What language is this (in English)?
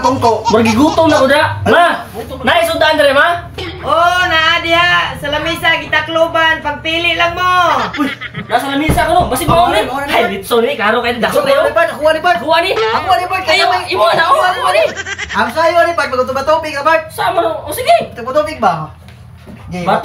Cebuano